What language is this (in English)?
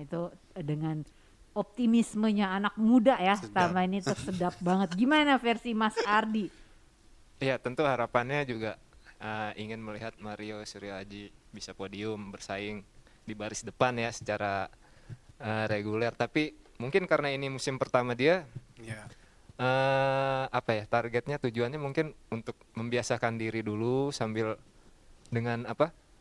Indonesian